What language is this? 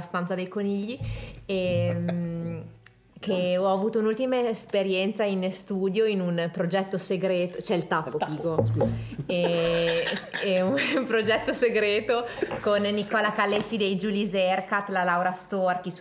Italian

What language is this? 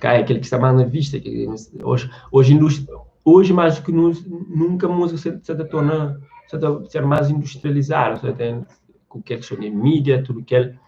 Kabuverdianu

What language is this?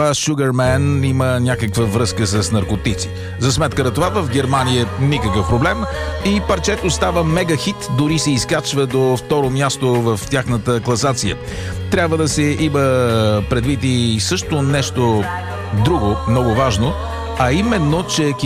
Bulgarian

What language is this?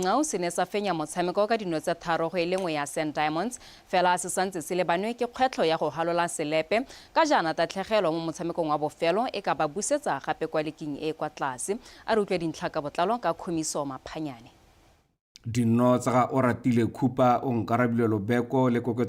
Tswana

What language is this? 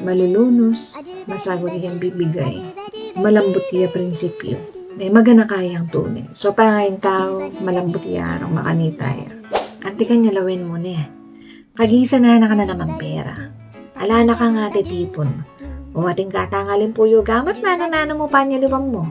Pampanga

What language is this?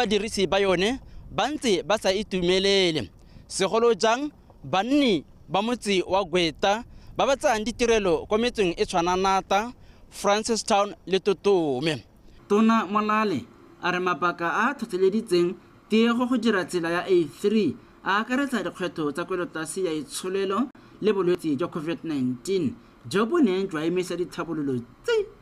Tswana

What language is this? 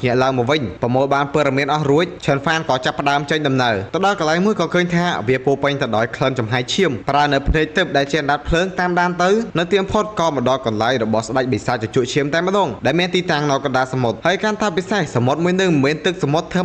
Khmer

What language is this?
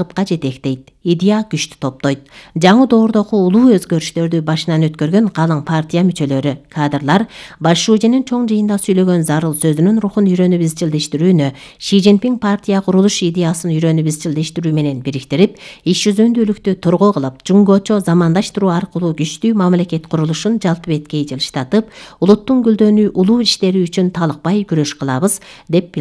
Kyrgyz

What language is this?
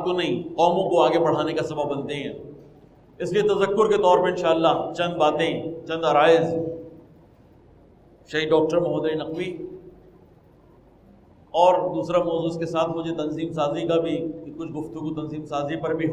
Urdu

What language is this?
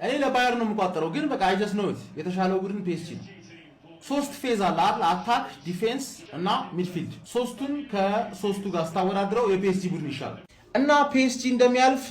Amharic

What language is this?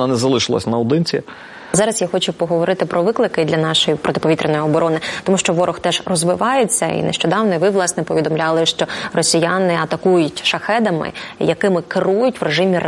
Ukrainian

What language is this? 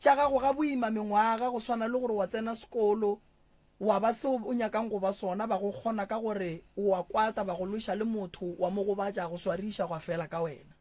Northern Sotho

